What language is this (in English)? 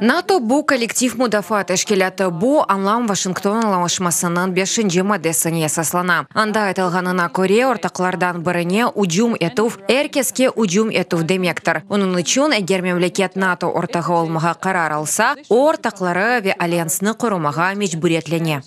Crimean Tatar